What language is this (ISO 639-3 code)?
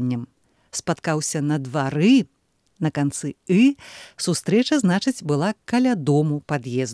bel